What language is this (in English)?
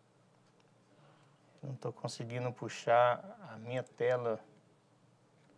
Portuguese